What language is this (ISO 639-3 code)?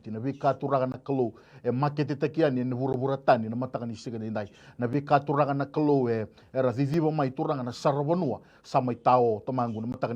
fij